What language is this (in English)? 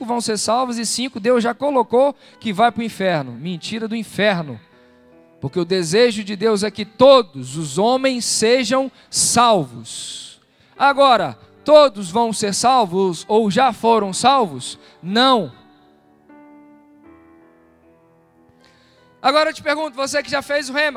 Portuguese